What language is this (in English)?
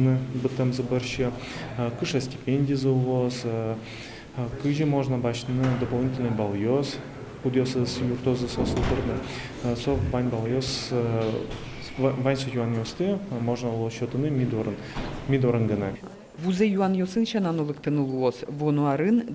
Udmurt